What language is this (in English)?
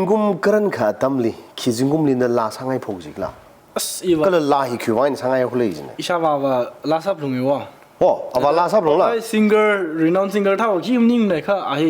Tangkhul Naga (India)